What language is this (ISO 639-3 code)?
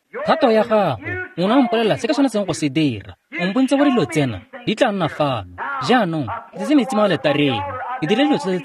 tsn